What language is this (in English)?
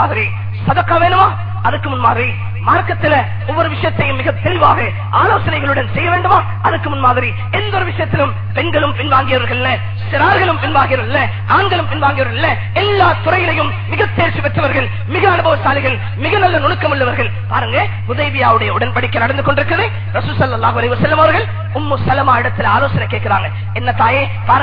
Tamil